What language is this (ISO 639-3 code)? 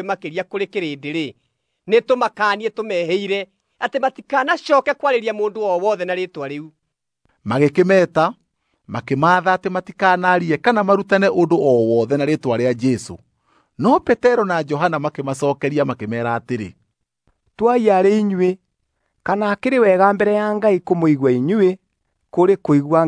kik